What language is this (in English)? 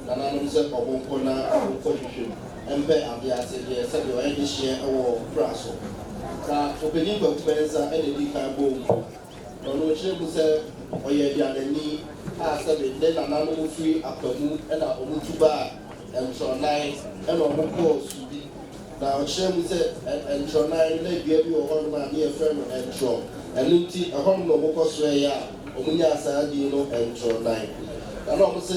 Akan